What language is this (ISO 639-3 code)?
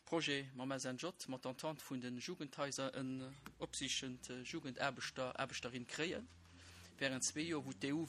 ltz